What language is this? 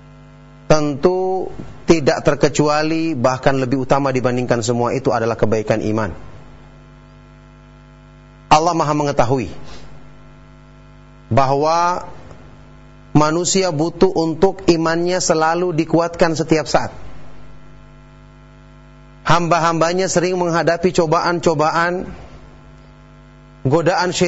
Indonesian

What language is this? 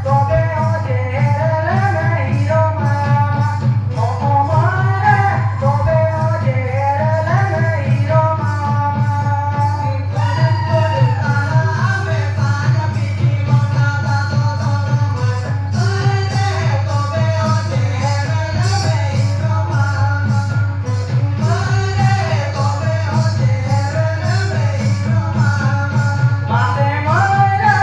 Santali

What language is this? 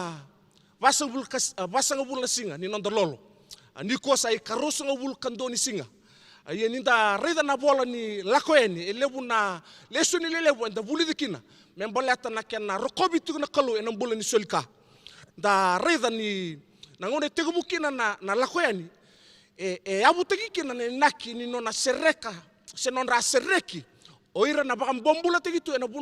Fijian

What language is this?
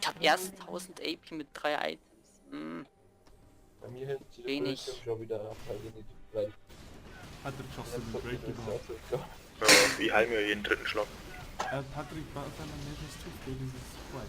Bavarian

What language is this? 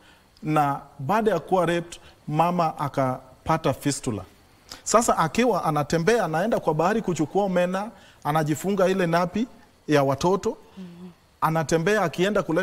Swahili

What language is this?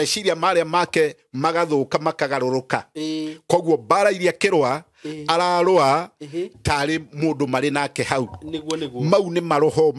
Kikuyu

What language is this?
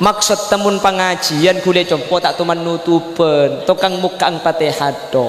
Madurese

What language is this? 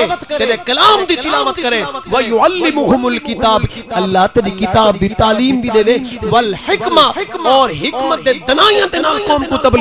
Saraiki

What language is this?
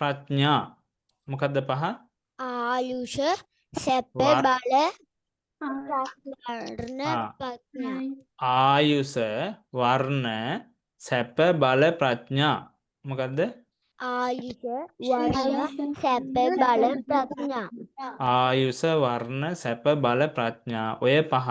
Sinhala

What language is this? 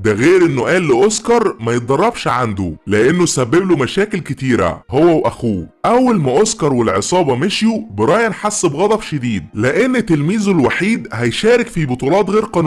Egyptian Arabic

